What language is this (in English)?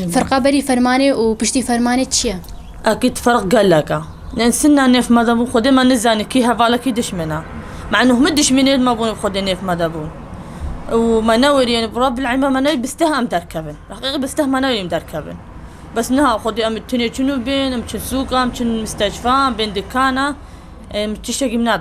Kurdish